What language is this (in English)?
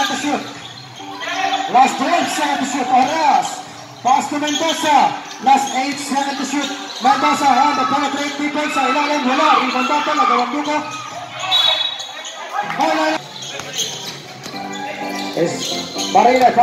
Filipino